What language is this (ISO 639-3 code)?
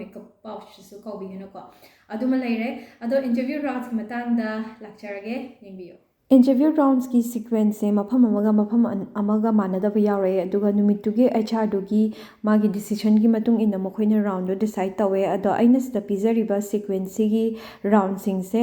mni